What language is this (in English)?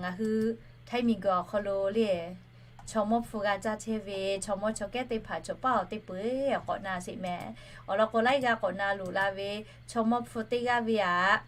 Lahu